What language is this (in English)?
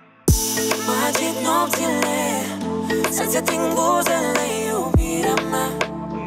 Romanian